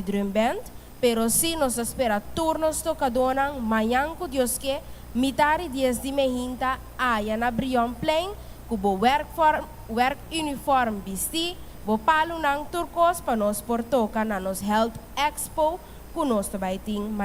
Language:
Papiamento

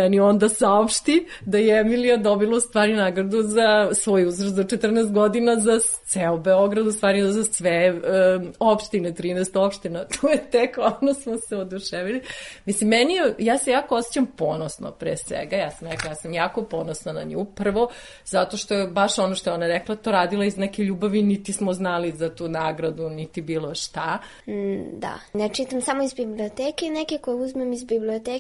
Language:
Serbian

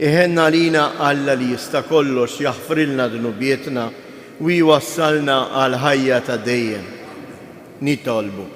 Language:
Maltese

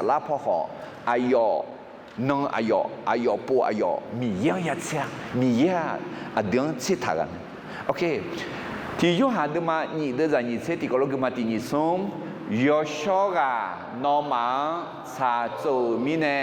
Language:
Akha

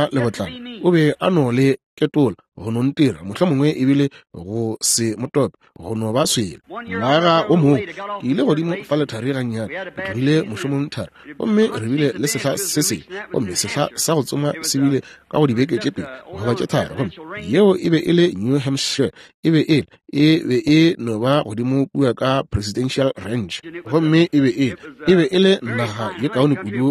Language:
Northern Sotho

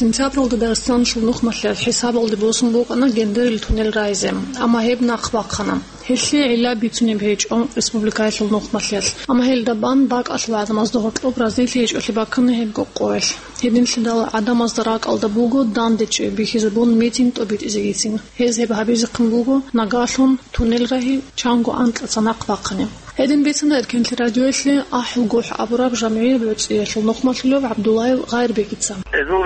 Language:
Avaric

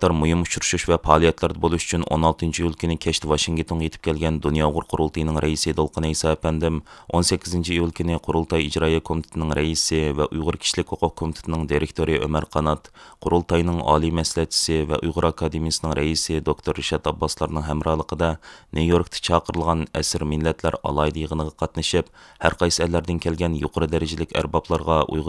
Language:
Uyghur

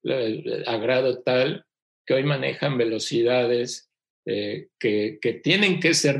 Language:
Spanish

